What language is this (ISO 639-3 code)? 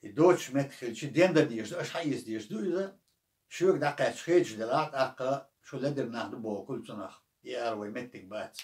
che